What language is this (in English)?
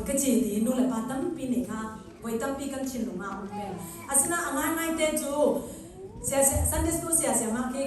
Hakha Chin